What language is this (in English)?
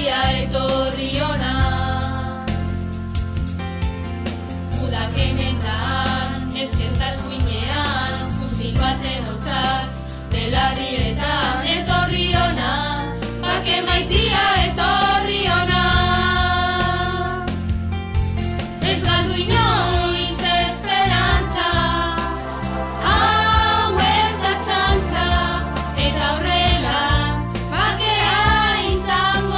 Basque